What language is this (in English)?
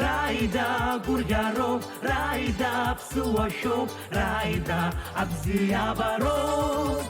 Abkhazian